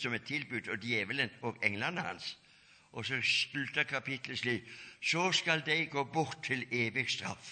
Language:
Norwegian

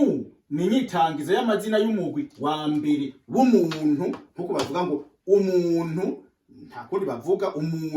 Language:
Rundi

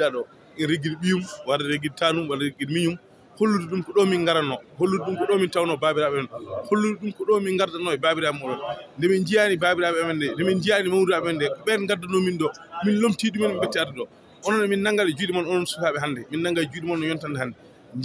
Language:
Fula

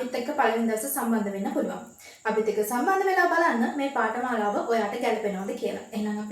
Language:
Sinhala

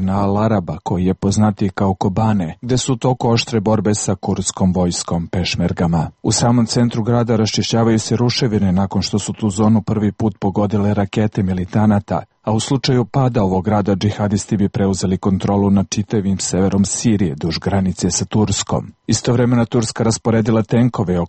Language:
Serbian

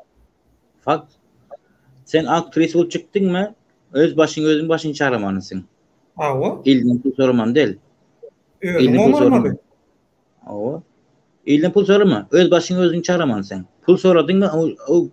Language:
Turkmen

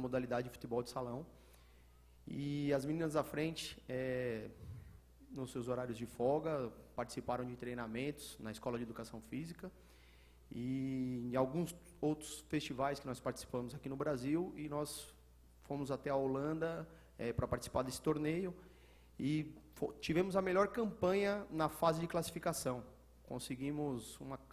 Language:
Portuguese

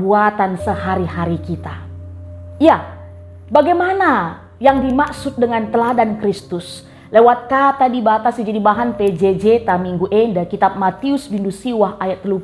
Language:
Batak Karo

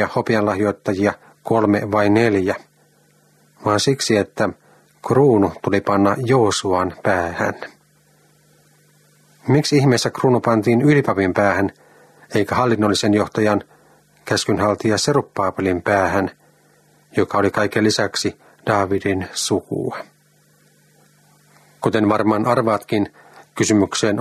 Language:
Finnish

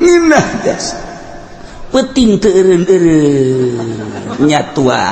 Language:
Sundanese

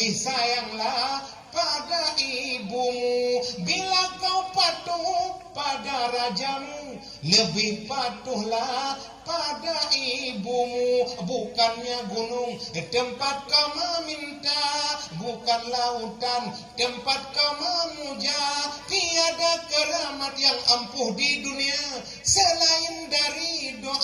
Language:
Achinese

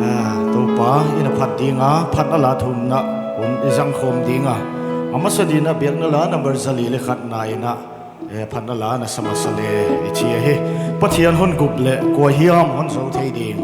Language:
Paite Chin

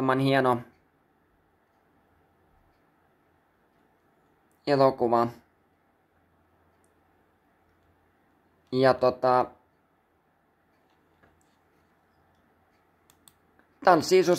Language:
Finnish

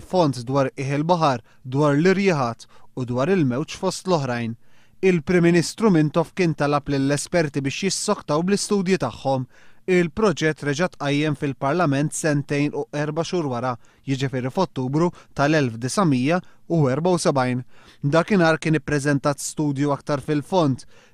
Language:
Maltese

